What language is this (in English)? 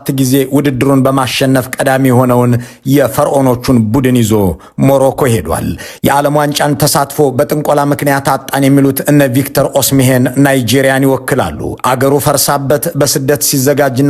Amharic